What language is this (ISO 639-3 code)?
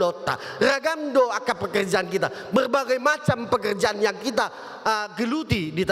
bbc